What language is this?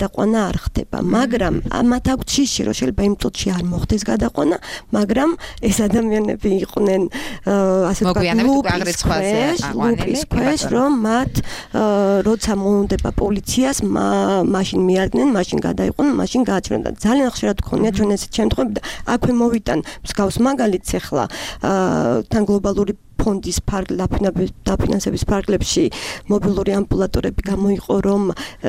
Georgian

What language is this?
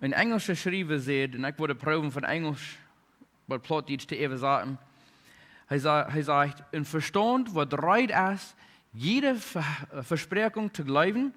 Plautdietsch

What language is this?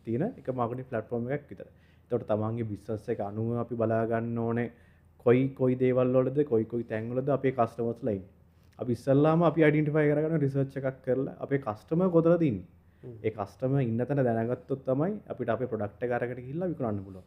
Sinhala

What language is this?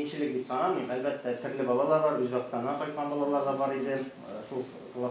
Tatar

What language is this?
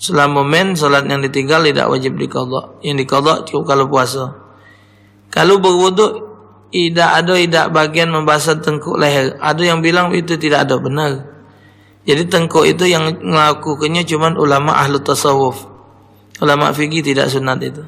Musi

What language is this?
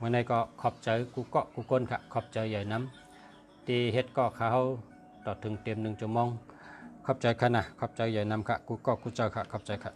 Shan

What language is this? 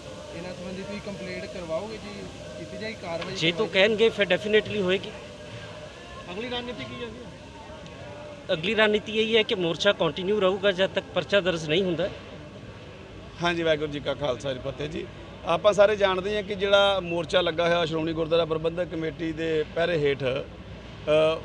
Punjabi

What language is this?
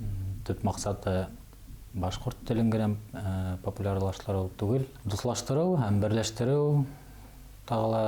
Bashkir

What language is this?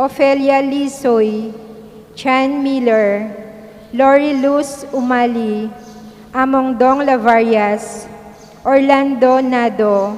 Pampanga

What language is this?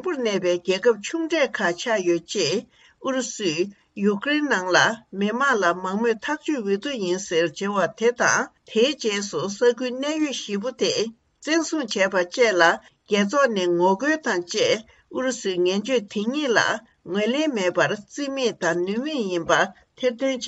Tibetan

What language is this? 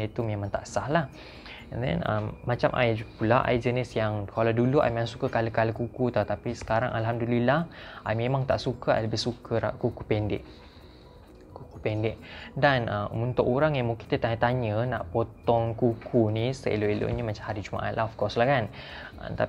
Malay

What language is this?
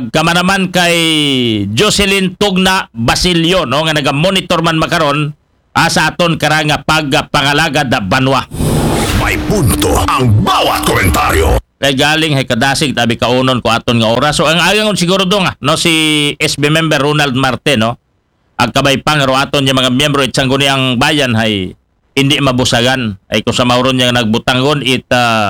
Aklanon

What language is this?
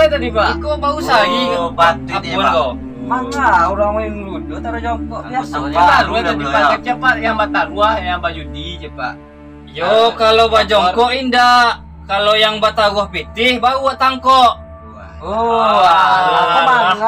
Minangkabau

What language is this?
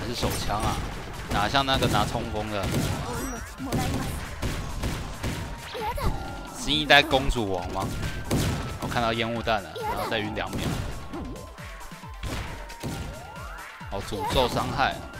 Chinese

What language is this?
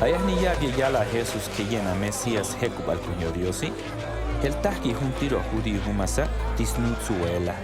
Tojolabal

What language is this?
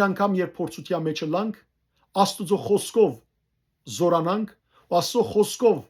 Western Armenian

